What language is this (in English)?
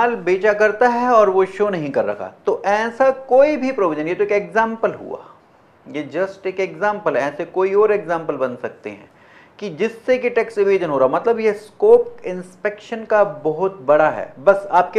Hindi